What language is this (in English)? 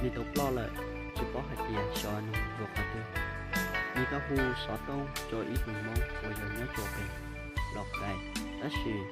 Hmong